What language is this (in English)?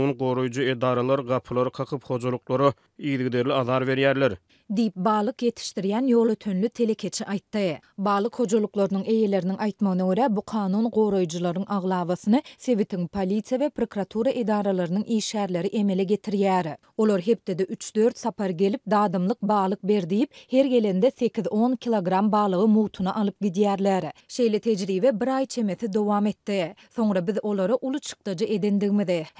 Turkmen